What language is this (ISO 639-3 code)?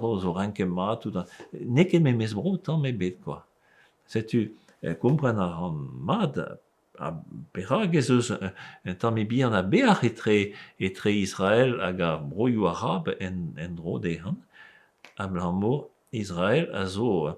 bre